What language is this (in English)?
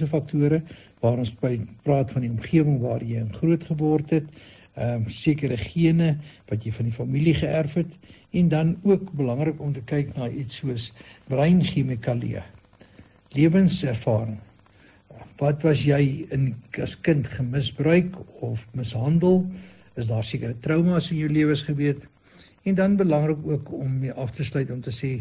Afrikaans